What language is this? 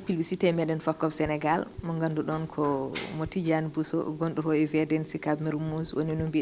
Fula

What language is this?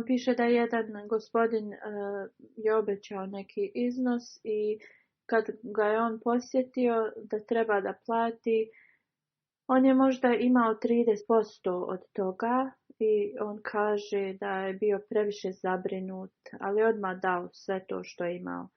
Bosnian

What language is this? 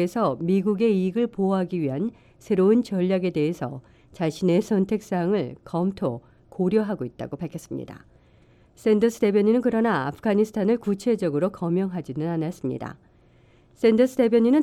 Korean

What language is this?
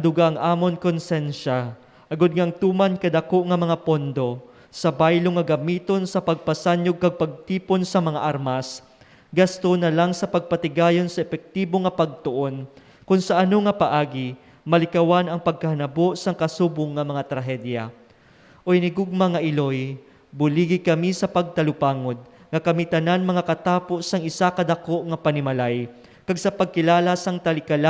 Hiligaynon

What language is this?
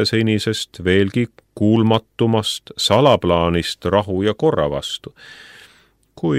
Estonian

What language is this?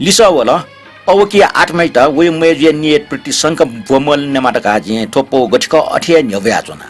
Newari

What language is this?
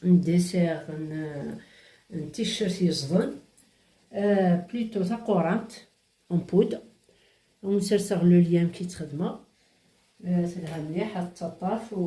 Kabyle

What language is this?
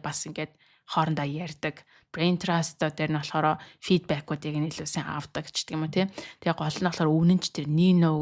Mongolian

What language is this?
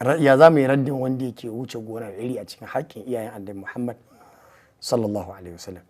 Hausa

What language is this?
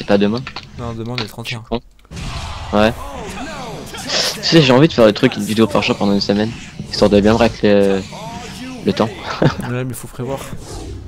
French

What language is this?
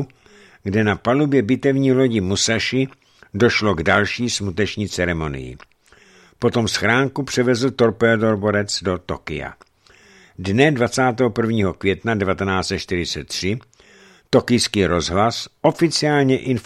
Czech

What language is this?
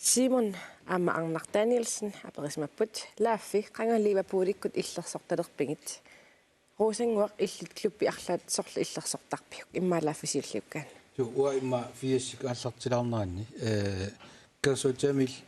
Kalaallisut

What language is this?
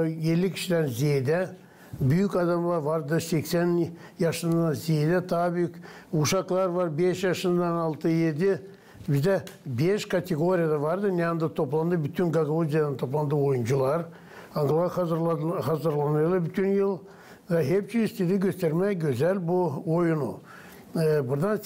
Gagauz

